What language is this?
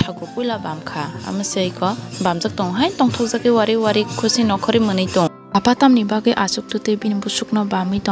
Kok Borok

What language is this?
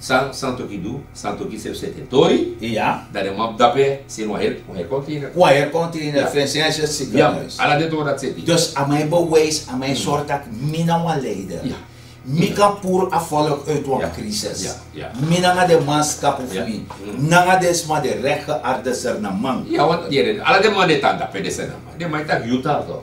Sranan Tongo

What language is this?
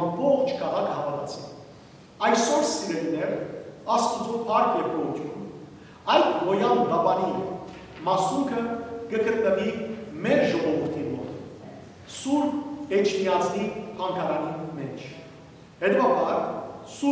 Western Armenian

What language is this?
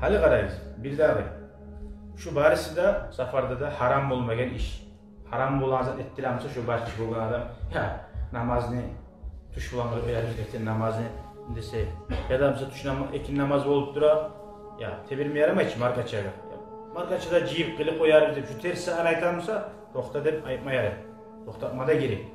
Kumyk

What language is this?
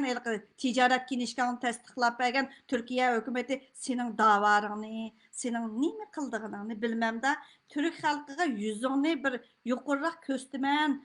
Uyghur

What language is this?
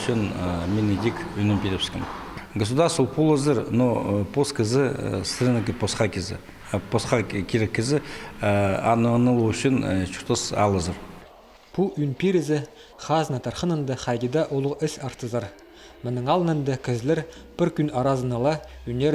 Khakas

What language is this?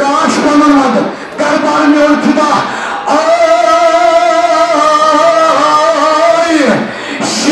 Kashmiri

